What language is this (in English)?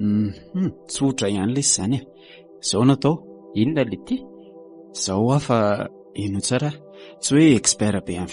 Malagasy